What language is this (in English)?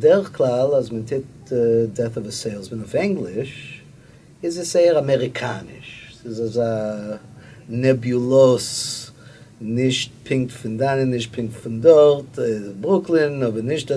Yiddish